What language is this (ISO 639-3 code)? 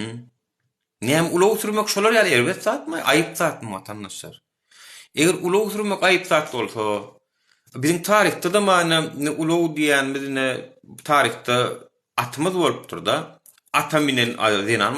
tuk